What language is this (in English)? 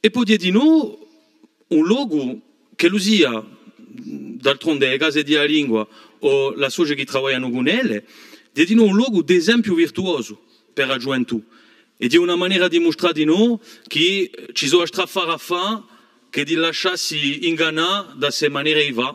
Corsican